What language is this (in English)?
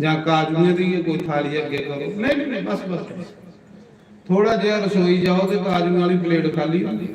Dogri